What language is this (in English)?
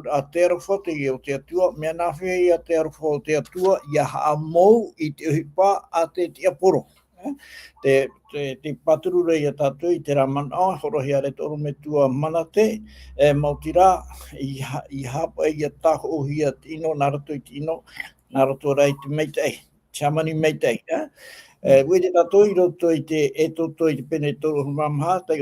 Tahitian